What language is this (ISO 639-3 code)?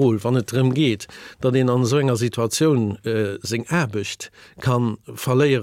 ltz